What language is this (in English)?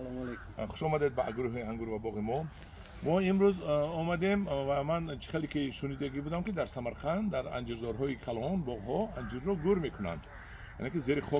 Tajik